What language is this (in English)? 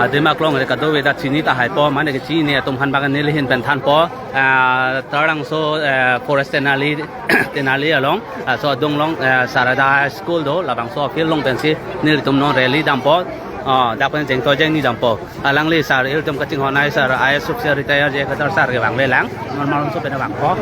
Karbi